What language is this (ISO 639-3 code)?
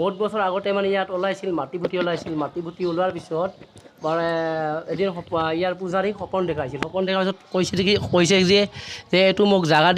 asm